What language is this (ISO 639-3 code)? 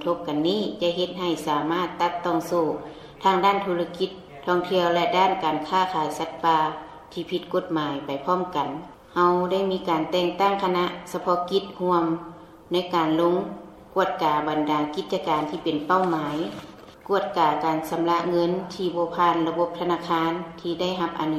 lao